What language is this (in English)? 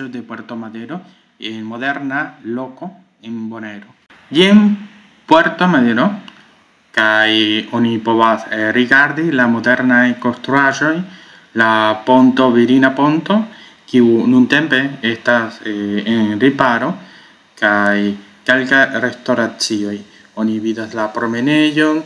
Esperanto